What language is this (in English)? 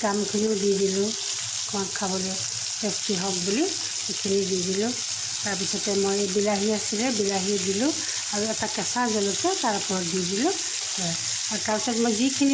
Assamese